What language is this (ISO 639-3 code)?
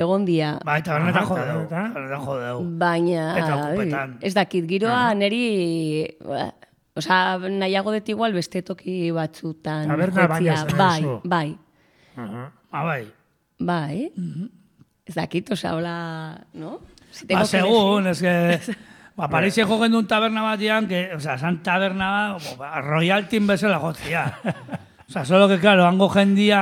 eus